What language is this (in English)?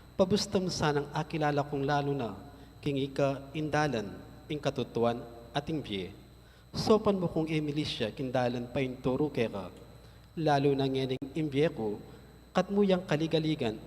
Pampanga